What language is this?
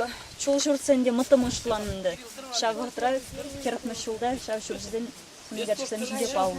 Chuvash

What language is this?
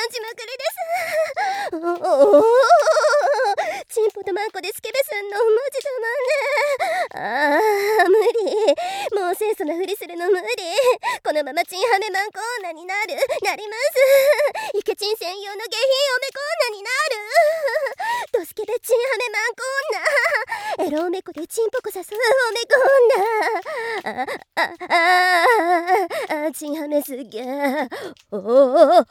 Japanese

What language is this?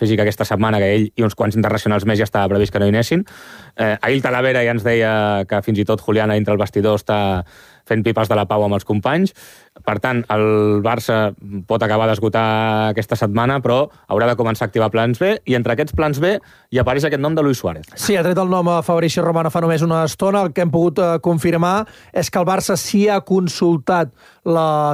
Catalan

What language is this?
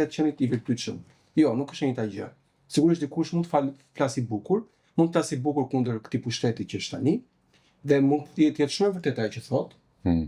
Albanian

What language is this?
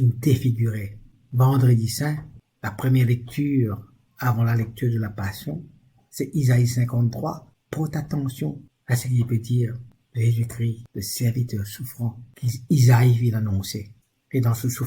Morisyen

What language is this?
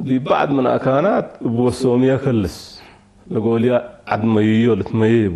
Tigre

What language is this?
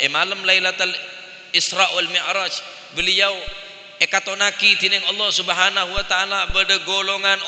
Madurese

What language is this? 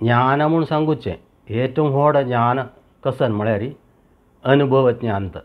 Konkani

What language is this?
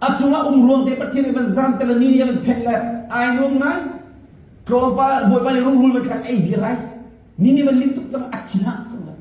Hakha Chin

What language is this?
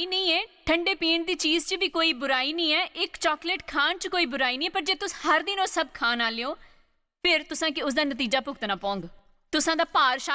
Dogri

